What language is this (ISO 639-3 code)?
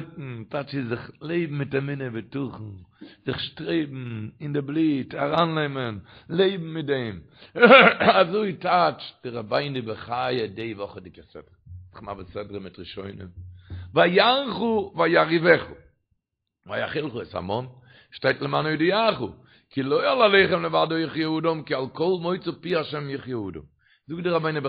yid